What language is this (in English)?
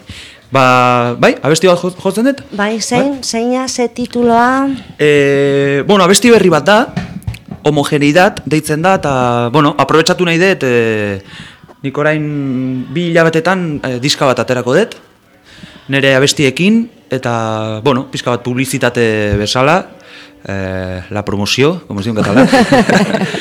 Basque